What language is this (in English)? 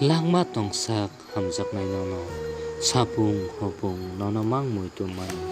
Kok Borok